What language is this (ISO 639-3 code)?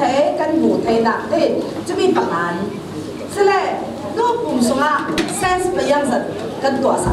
cfm